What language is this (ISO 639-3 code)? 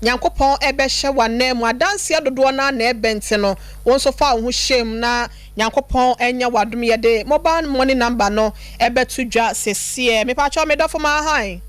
aka